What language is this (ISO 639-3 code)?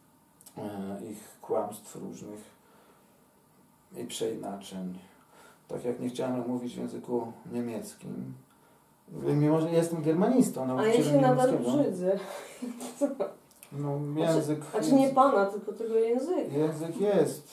pol